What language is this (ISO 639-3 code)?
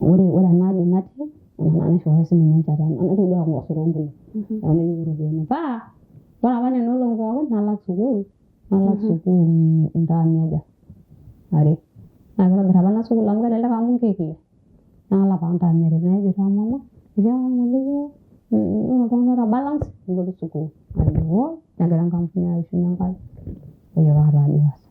mas